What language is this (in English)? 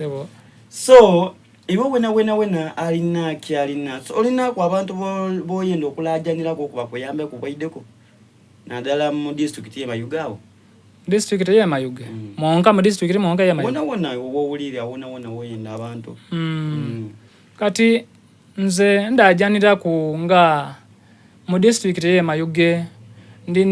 Soga